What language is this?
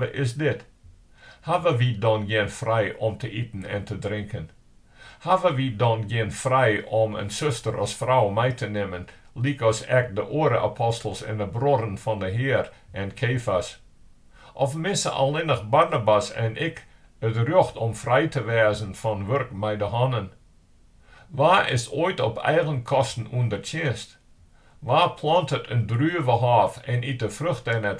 Western Frisian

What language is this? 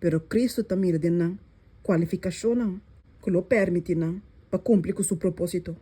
Papiamento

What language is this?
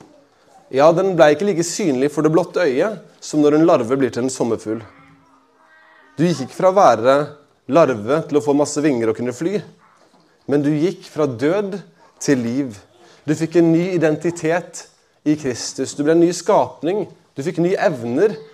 Norwegian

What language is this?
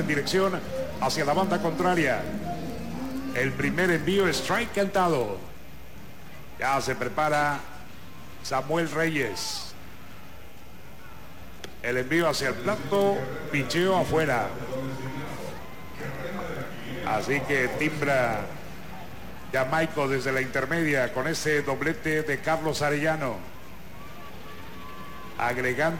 Spanish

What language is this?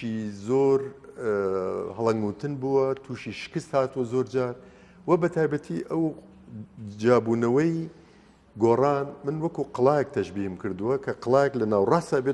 Central Kurdish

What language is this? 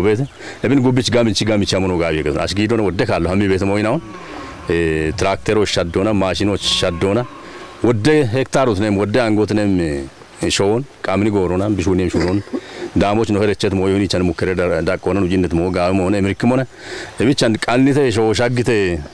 Kafa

